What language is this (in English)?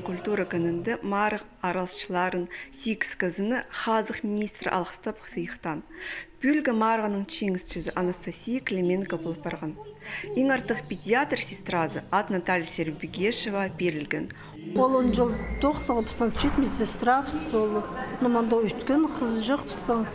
Khakas